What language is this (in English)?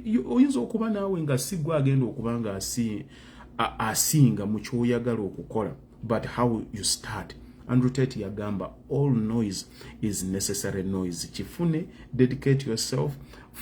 Ganda